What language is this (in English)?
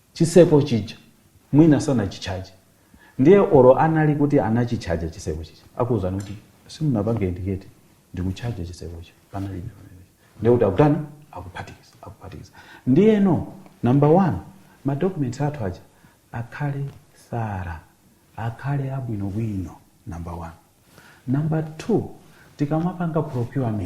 Nyanja